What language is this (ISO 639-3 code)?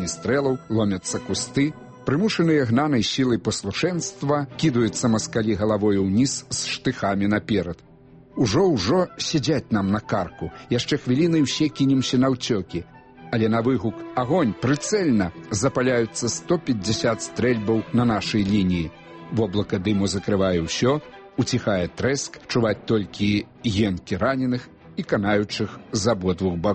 bel